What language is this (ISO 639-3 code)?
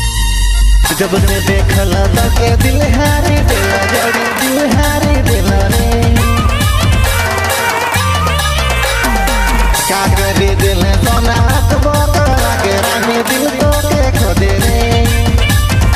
sck